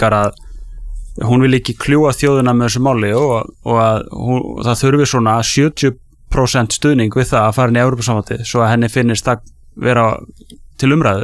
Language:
Icelandic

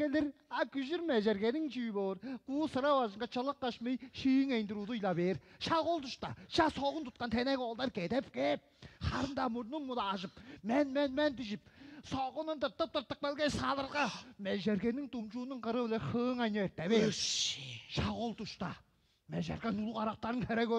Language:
Tuvinian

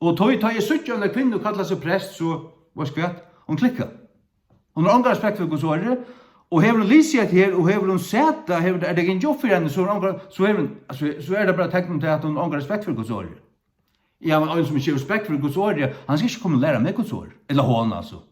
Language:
Faroese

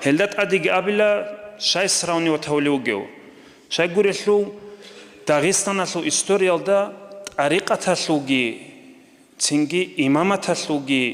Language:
Avaric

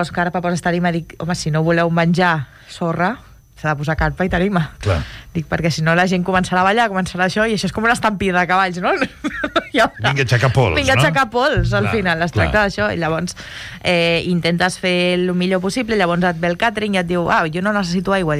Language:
Catalan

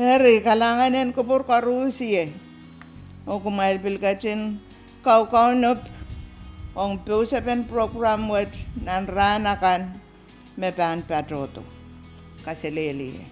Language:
Pohnpeian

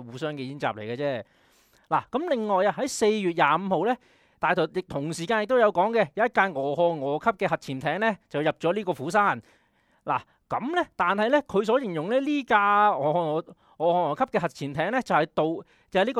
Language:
Cantonese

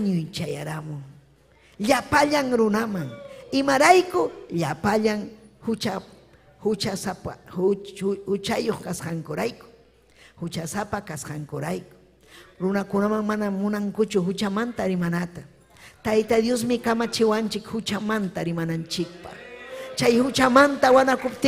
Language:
Ayacucho Quechua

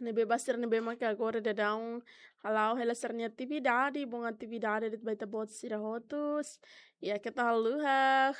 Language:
Tetum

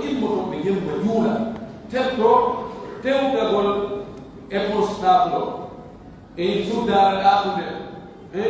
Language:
Pular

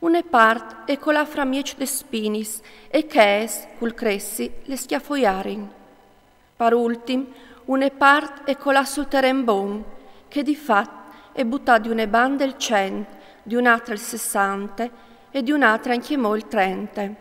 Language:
Friulian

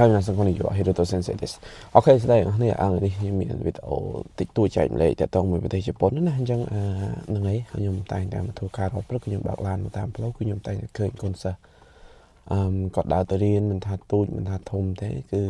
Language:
Khmer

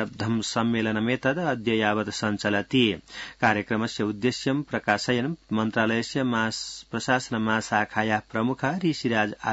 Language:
Sanskrit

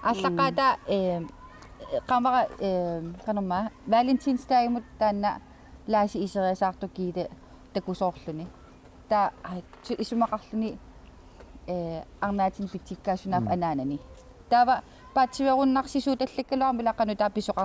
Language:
Kalaallisut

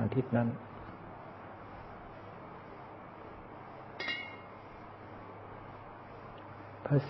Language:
Thai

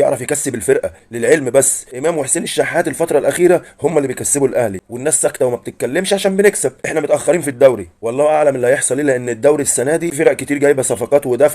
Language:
Egyptian Arabic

